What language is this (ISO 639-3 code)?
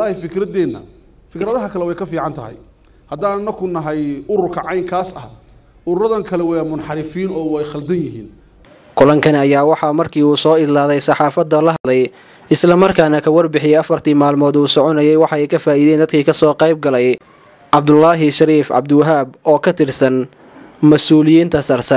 som